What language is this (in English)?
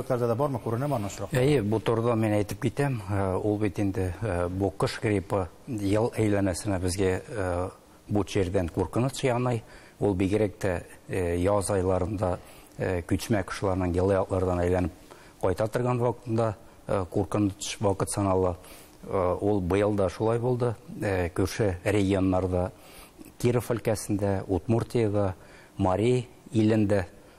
Tatar